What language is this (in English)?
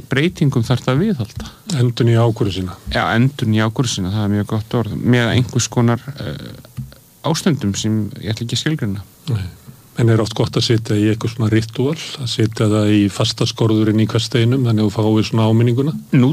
Icelandic